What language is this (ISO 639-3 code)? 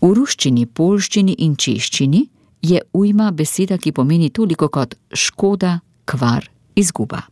slv